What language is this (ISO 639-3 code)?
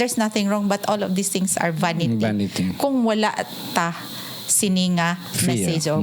hil